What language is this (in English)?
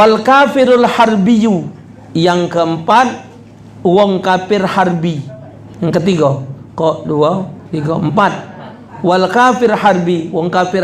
Musi